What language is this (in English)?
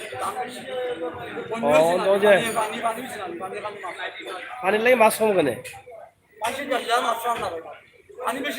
Sylheti